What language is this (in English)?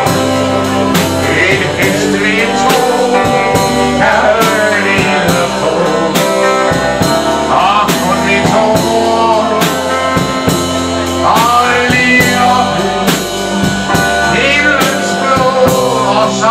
Danish